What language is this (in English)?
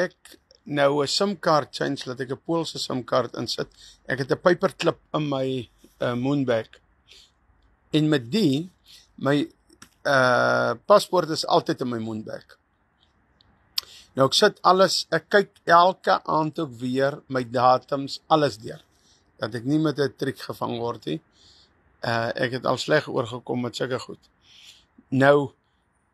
Afrikaans